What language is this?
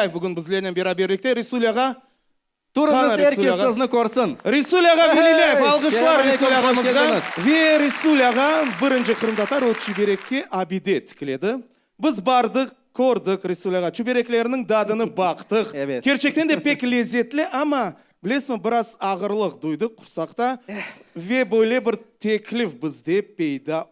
Crimean Tatar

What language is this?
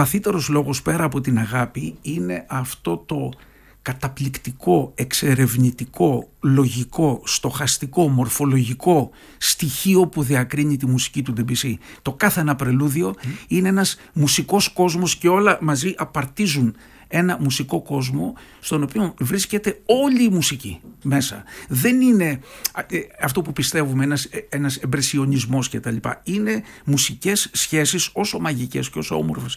Greek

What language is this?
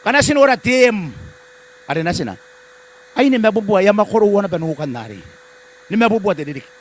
Gilbertese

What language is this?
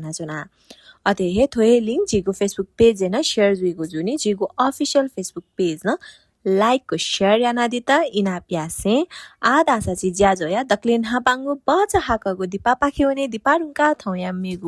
Newari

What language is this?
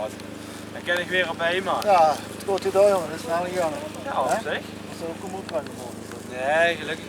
Limburgish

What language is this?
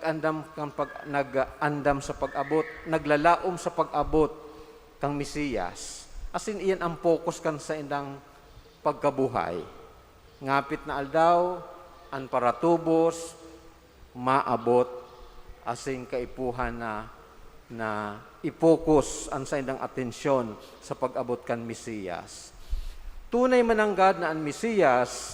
Bikol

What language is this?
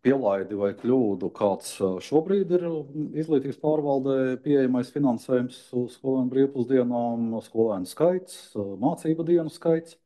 Latvian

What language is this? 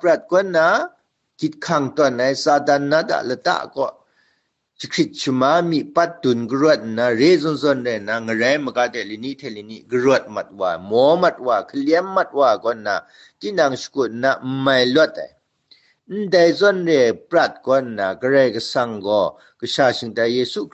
Kachin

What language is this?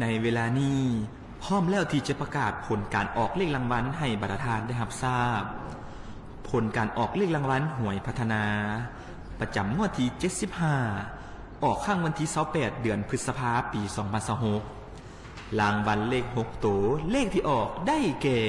Lao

